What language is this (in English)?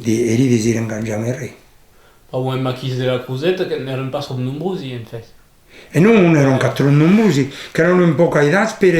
Occitan